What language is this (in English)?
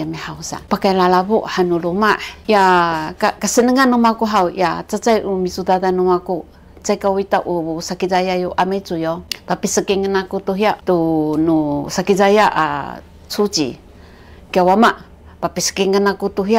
Sakizaya